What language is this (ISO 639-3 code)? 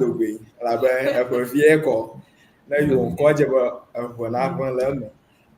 ewe